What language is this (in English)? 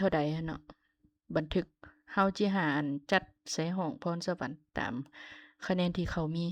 Lao